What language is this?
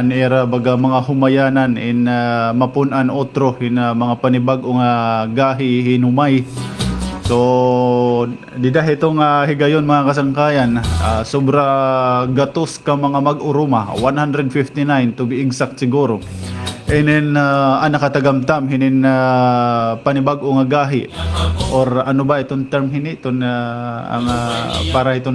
Waray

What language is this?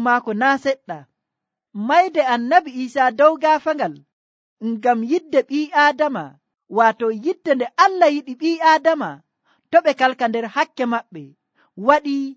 Nigerian Fulfulde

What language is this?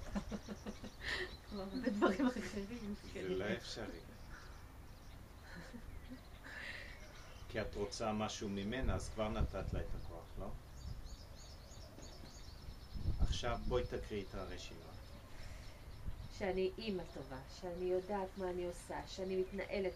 Hebrew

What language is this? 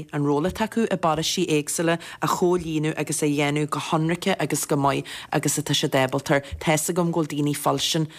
Irish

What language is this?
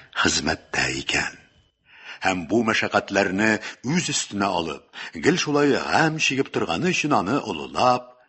Tatar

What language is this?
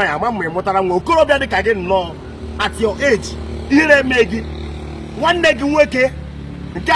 Igbo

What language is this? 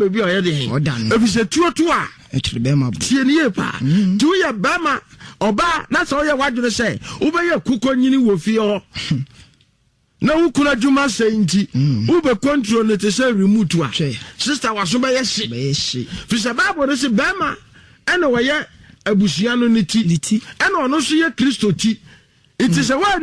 Akan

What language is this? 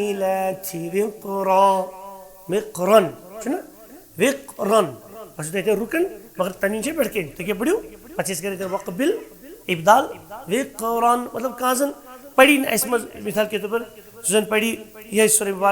Kashmiri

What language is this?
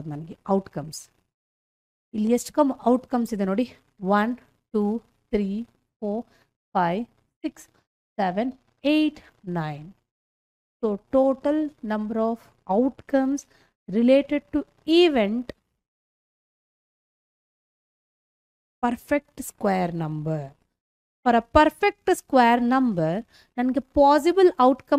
Kannada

